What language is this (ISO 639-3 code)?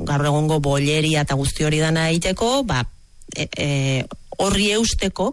eus